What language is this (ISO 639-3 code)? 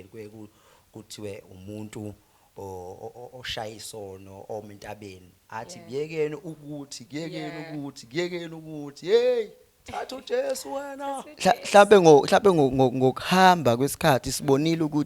zul